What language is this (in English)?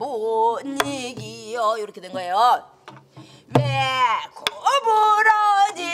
Korean